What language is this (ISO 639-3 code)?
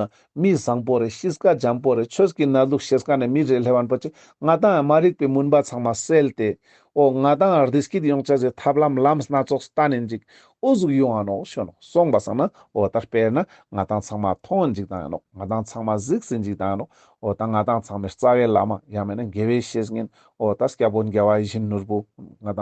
lbj